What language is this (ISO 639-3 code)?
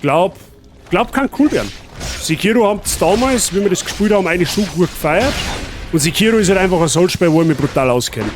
bar